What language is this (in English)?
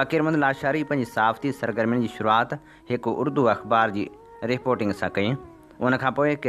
Sindhi